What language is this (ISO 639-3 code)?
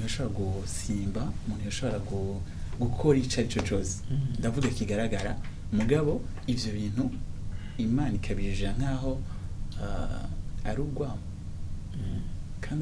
run